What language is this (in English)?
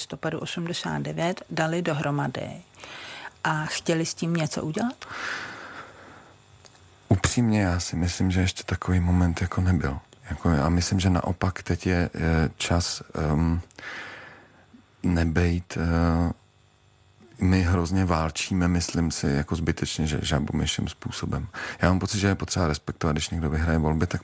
Czech